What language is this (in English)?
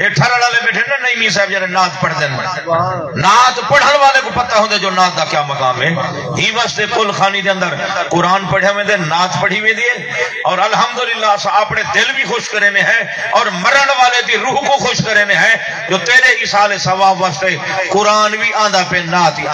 Saraiki